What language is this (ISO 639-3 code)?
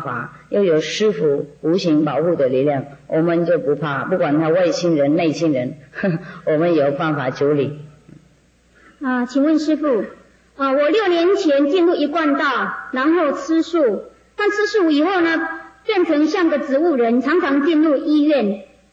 zho